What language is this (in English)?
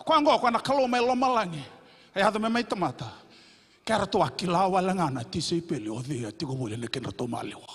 Fijian